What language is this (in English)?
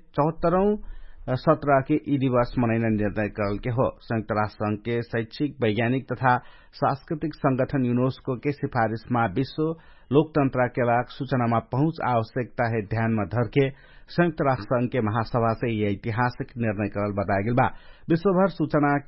Dangaura Tharu